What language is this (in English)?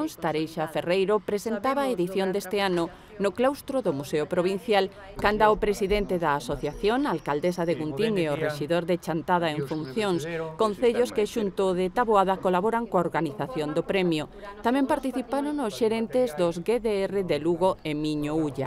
Galician